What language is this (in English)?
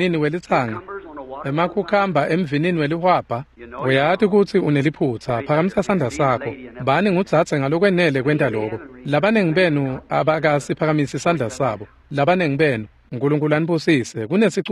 Swati